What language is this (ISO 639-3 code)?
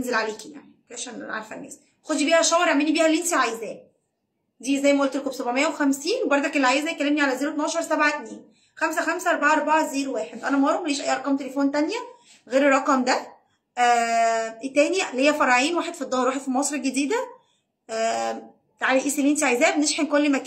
arz